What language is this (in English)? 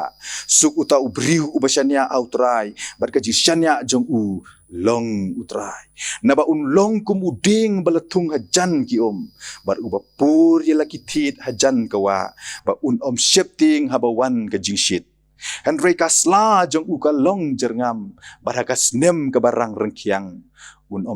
Khasi